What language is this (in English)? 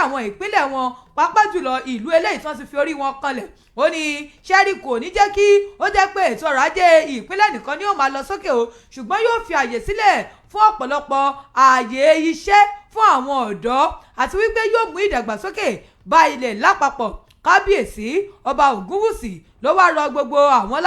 Yoruba